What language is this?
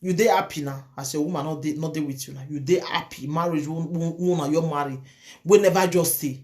Nigerian Pidgin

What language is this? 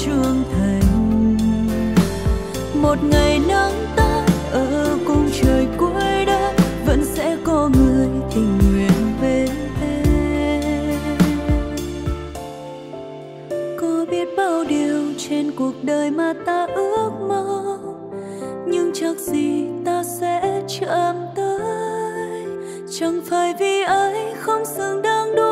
Vietnamese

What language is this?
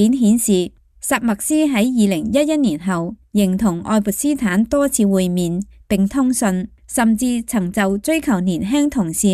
Cantonese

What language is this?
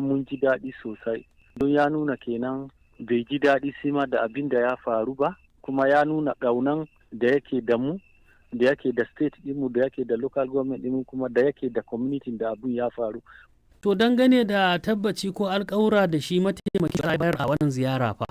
Hausa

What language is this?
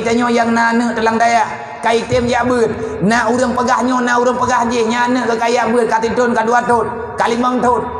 Achinese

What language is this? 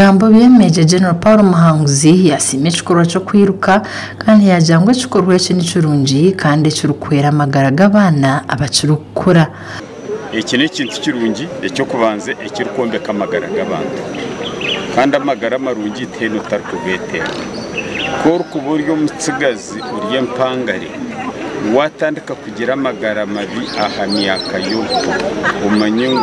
Nyankole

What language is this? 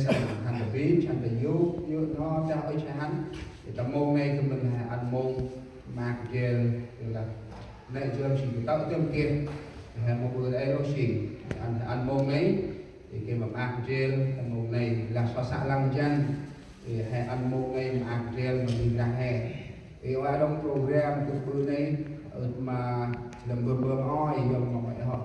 Central Mnong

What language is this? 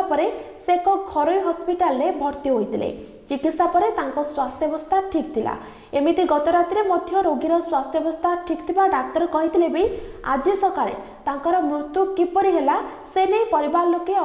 Odia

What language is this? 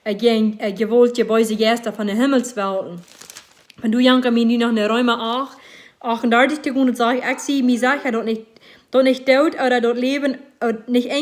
Plautdietsch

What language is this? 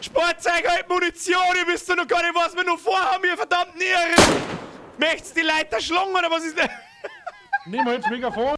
Bavarian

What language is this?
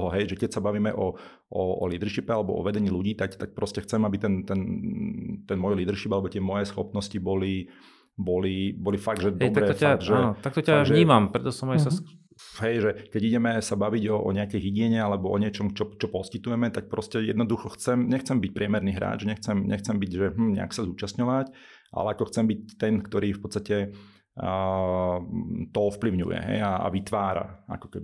Slovak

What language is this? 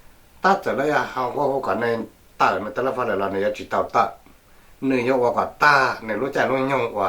Hmong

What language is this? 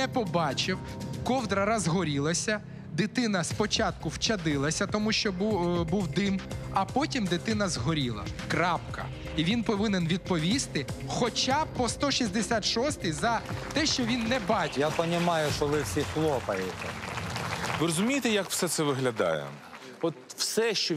Ukrainian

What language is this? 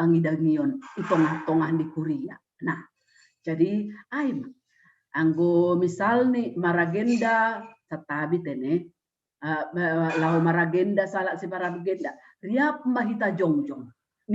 Batak Simalungun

